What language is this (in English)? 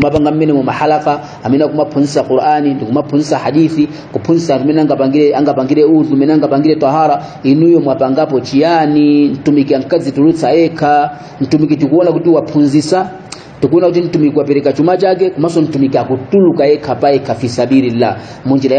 Nyanja